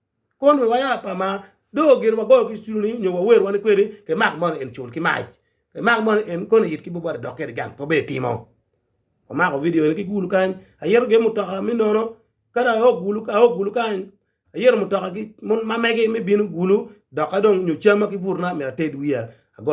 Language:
Acoli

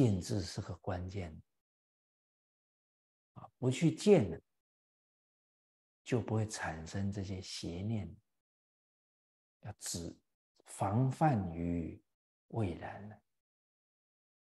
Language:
Chinese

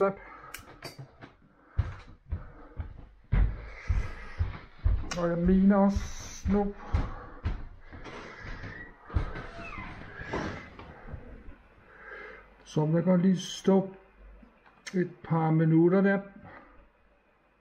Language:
Danish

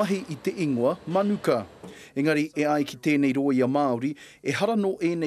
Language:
Māori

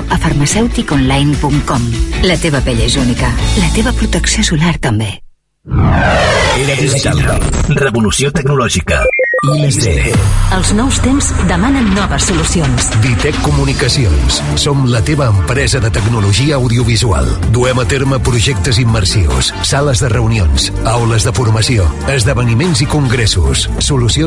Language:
Catalan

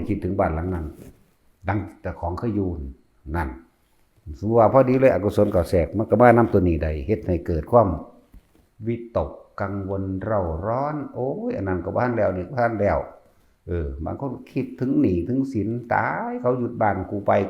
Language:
Northeastern Thai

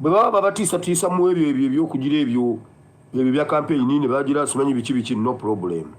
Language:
Ganda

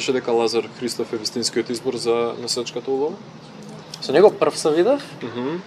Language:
Macedonian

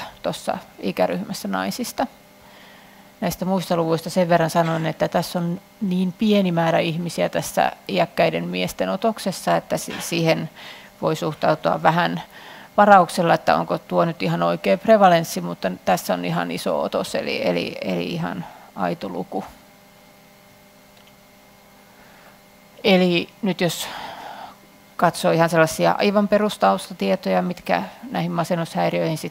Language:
Finnish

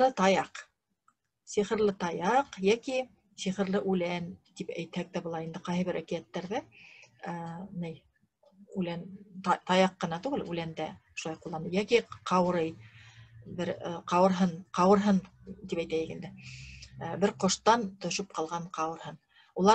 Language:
Bashkir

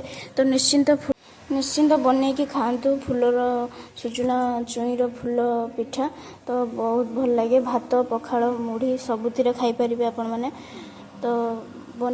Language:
Odia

